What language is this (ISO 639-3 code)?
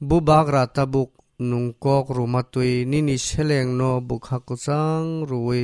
trp